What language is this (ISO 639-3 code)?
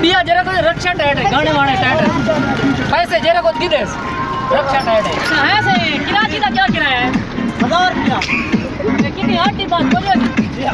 skr